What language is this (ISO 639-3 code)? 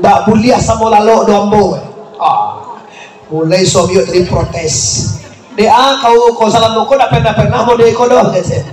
min